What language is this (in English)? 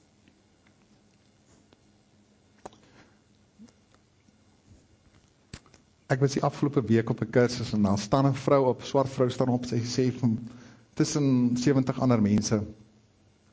Afrikaans